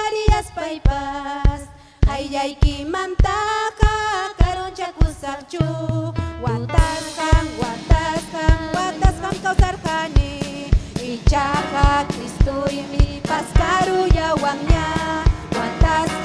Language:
Ayacucho Quechua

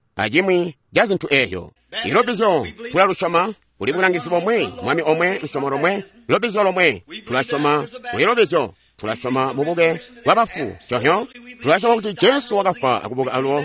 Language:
Tonga (Zambia)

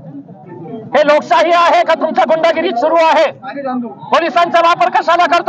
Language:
Marathi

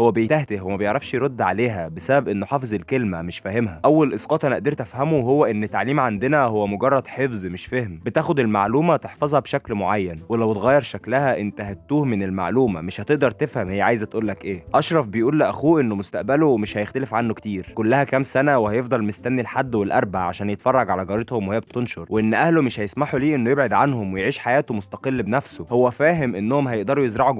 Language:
Egyptian Arabic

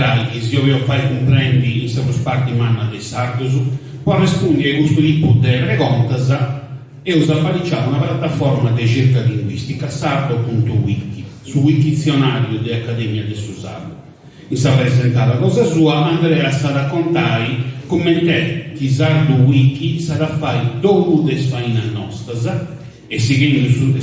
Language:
Sardinian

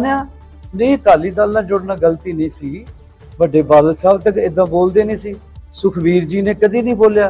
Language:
Punjabi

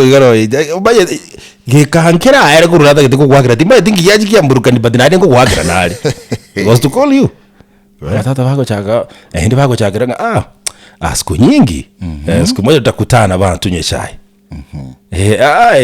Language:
Gusii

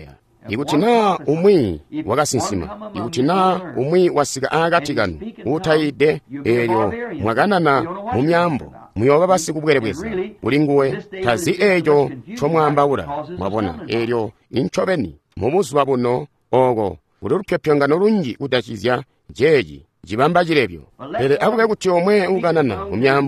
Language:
Tonga (Zambia)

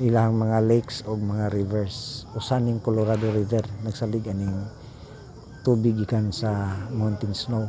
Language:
Cebuano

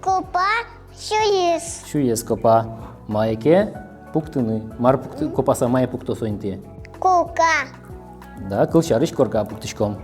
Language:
Udmurt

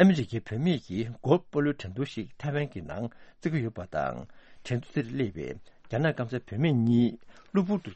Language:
Tibetan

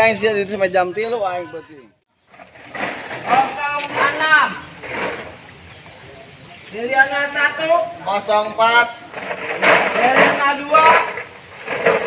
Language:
Indonesian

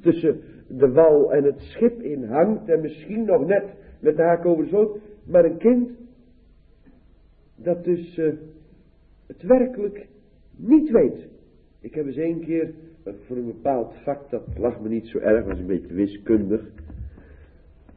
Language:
Dutch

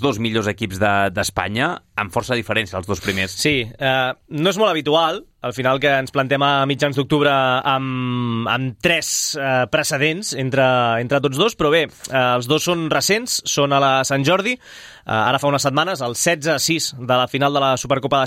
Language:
Catalan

